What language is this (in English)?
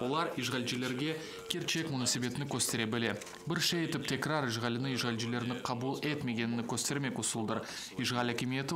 Crimean Tatar